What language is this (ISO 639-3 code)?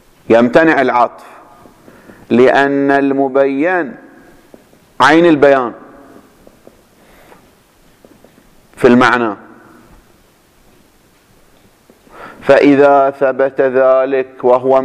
ara